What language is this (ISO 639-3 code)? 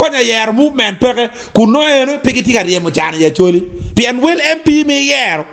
ach